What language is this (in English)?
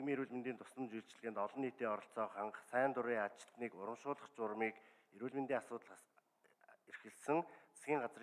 Mongolian